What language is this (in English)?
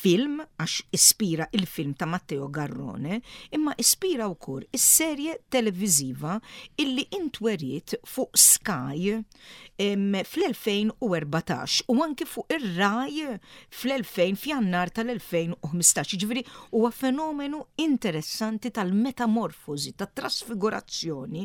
Maltese